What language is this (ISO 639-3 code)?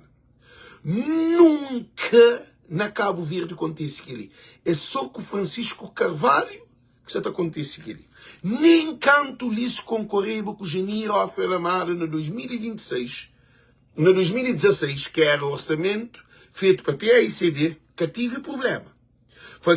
kea